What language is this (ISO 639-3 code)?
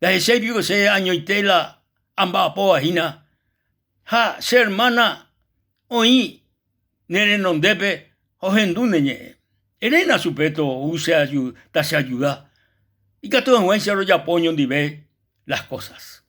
grn